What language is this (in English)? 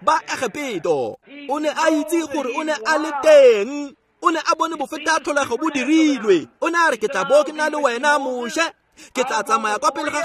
Tswana